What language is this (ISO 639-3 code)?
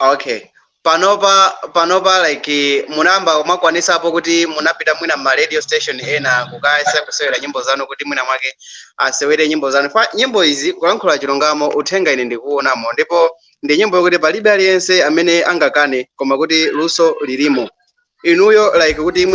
nya